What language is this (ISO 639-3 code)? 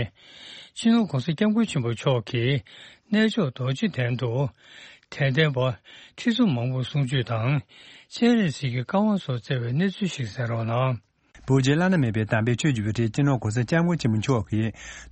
bod